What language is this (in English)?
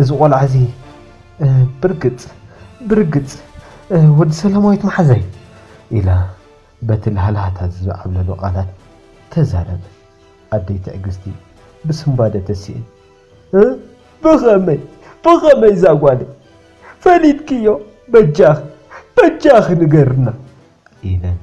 Tigrinya